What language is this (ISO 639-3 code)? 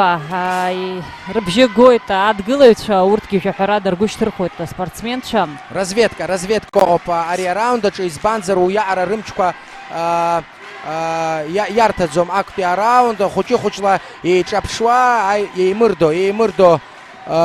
abk